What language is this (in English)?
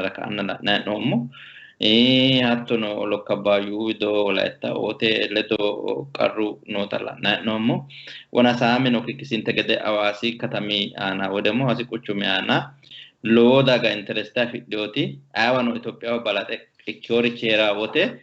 Sidamo